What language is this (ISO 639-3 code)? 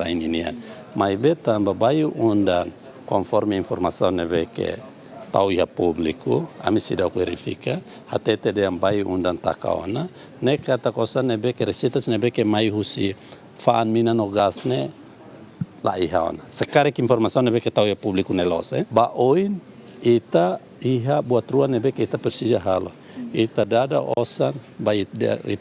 tet